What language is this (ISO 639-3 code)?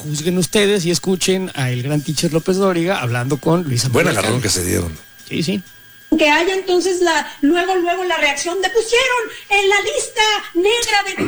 spa